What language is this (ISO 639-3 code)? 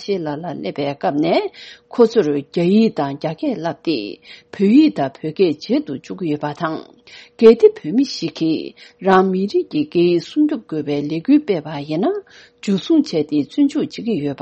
bod